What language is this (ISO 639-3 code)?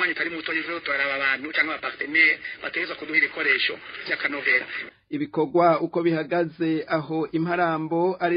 run